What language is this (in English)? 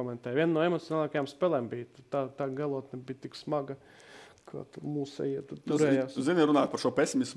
Latvian